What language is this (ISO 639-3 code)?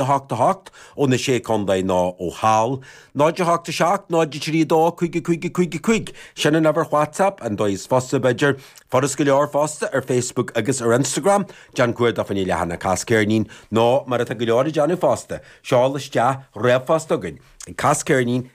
gle